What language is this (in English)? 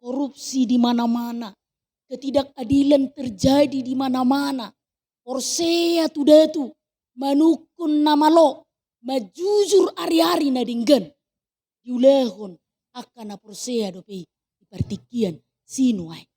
Batak Toba